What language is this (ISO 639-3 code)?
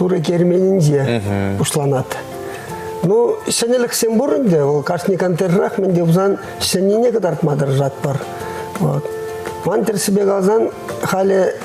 chv